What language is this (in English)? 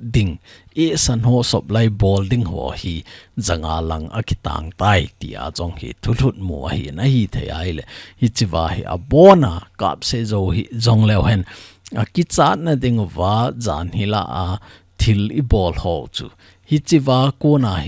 Thado Chin